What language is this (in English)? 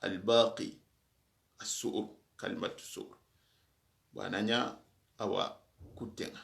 Soninke